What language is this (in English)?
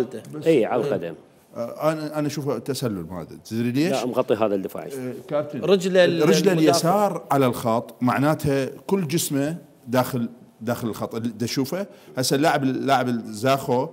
Mesopotamian Arabic